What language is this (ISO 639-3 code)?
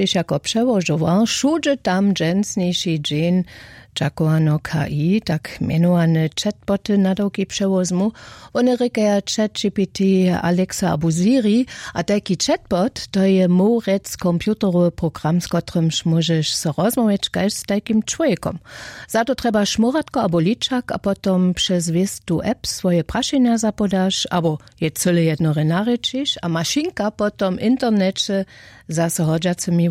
hsb